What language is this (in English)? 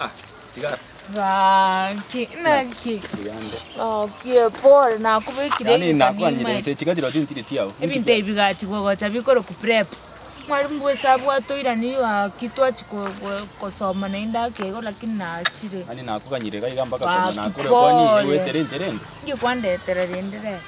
Gusii